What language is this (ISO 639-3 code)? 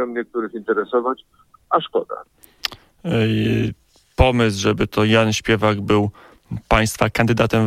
pol